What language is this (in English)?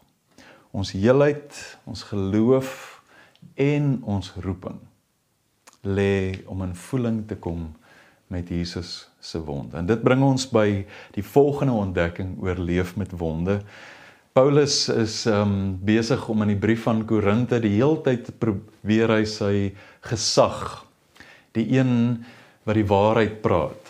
Afrikaans